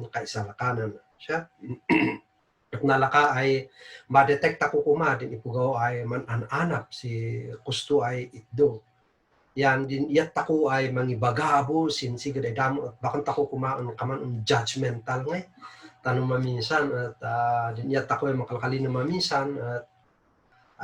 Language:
Kankanaey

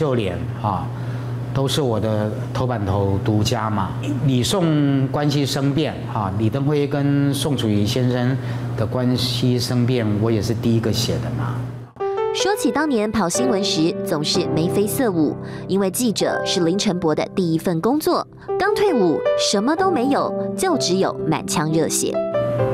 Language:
Chinese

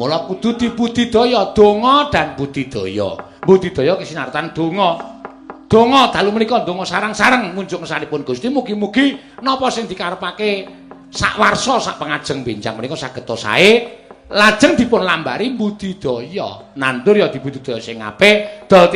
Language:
Javanese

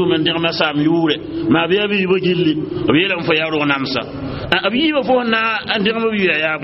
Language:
Mossi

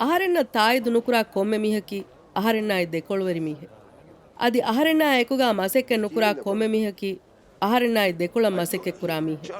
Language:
Divehi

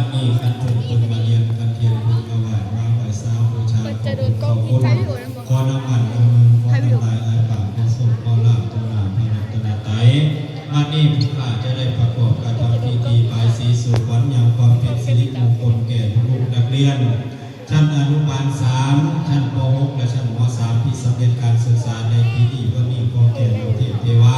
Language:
Lao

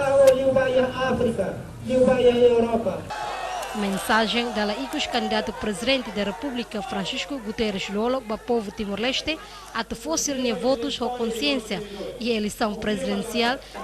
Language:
Tetum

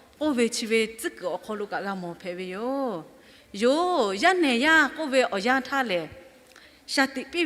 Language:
Lahu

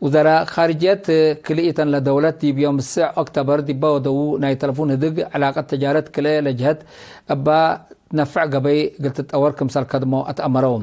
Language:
Tigre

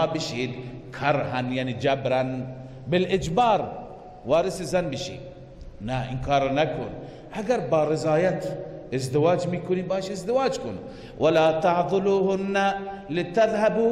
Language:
Persian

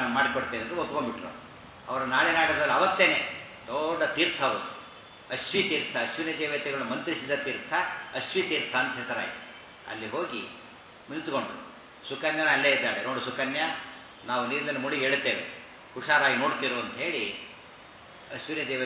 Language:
Kannada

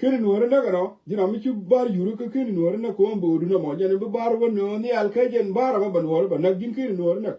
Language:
Nuer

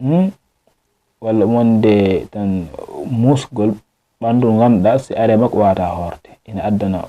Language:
Fula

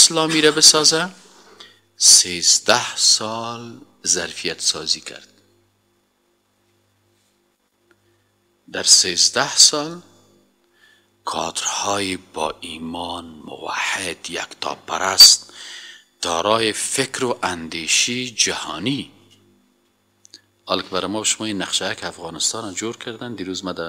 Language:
Persian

